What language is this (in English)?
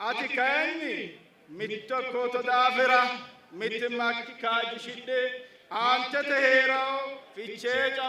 Sidamo